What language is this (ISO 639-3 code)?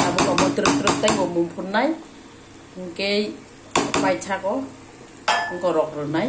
trp